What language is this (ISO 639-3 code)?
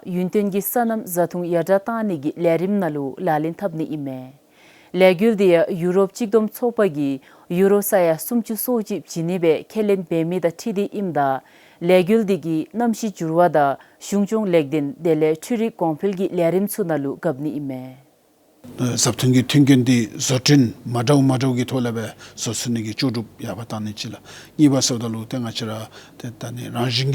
dzo